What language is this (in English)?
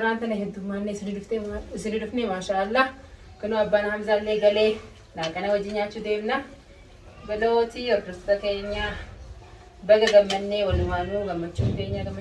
Oromo